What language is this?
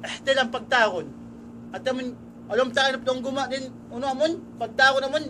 Tausug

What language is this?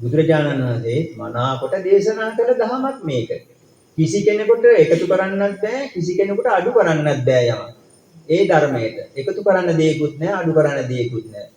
Sinhala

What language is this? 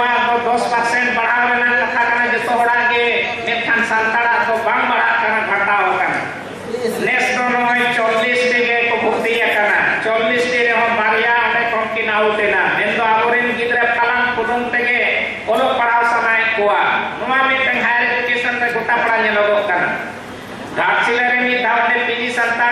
Santali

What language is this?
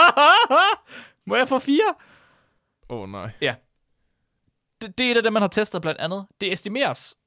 Danish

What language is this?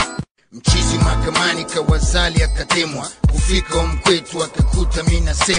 Swahili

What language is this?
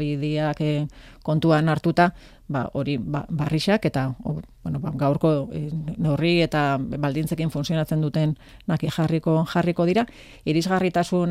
Basque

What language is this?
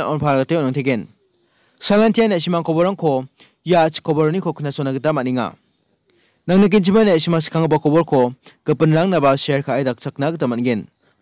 Garo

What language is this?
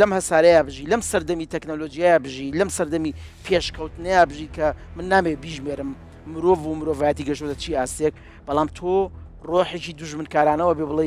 Central Kurdish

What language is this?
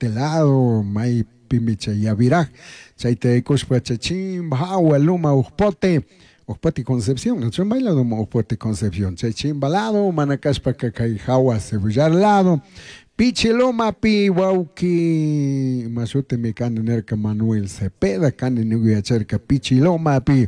Chimborazo Highland Quichua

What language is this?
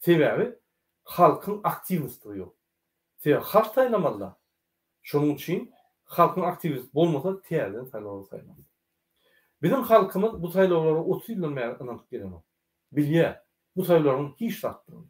Turkmen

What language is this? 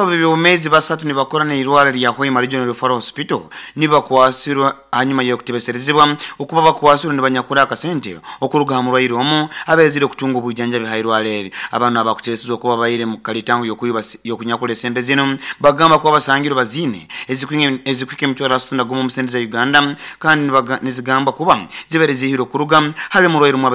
Nyoro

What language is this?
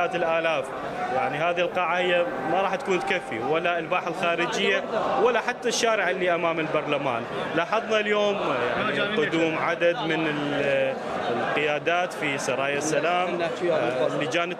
Mesopotamian Arabic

